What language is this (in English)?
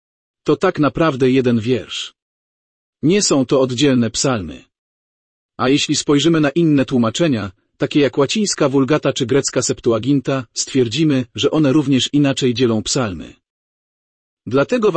Polish